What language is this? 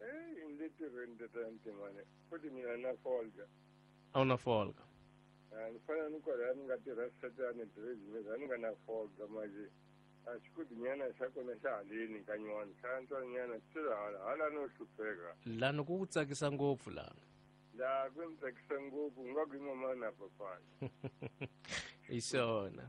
Tsonga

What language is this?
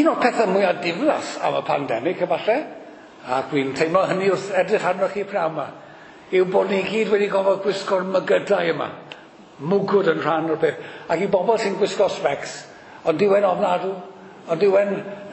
Welsh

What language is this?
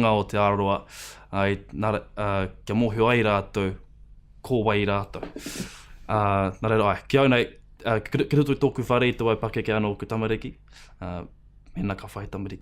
Māori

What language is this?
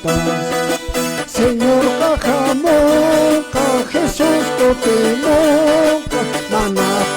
Quechua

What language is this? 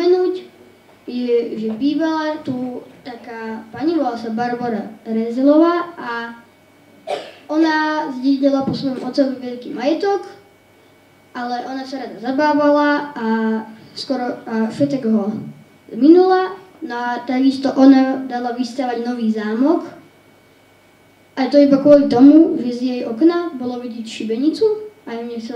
Slovak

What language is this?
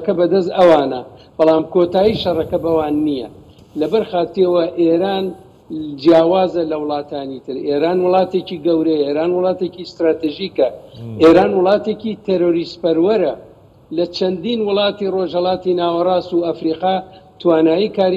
Central Kurdish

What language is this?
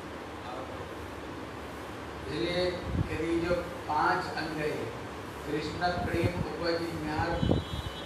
Hindi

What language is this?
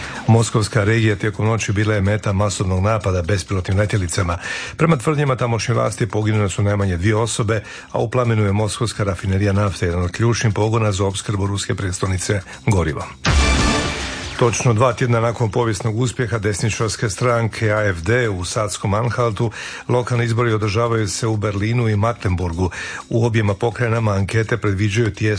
Croatian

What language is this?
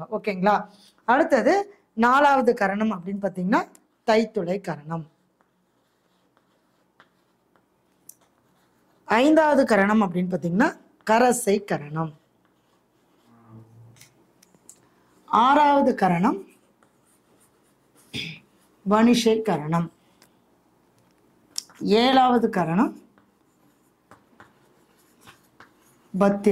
Tamil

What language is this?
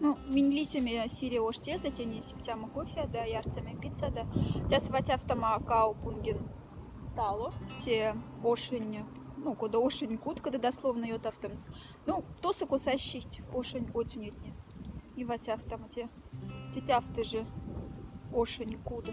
Moksha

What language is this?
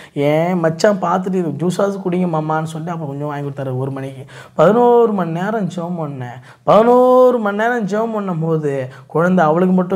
Tamil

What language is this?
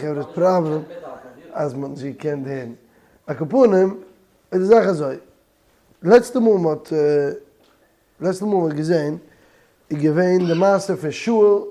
Yiddish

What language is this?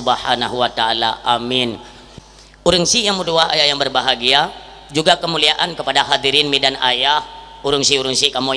Achinese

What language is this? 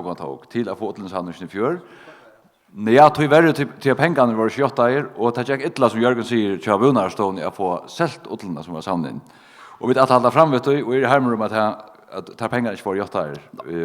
Faroese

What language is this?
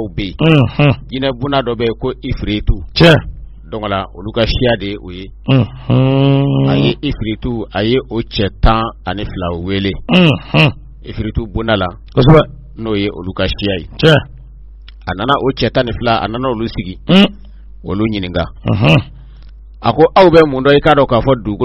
Bambara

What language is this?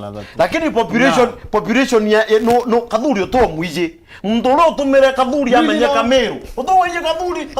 Meru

